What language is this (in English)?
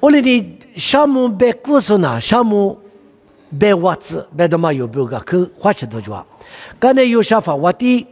Lisu